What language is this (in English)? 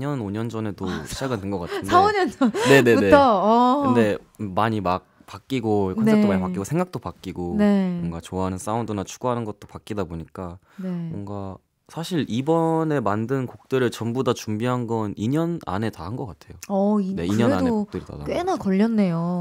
Korean